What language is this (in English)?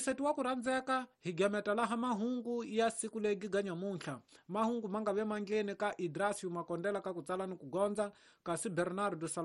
Tsonga